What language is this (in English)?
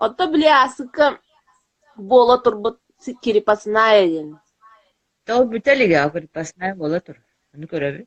Yakut